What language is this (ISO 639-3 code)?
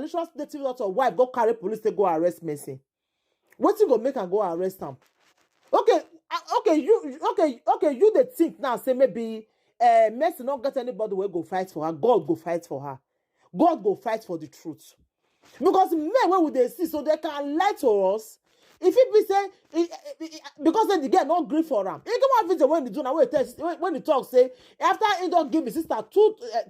pcm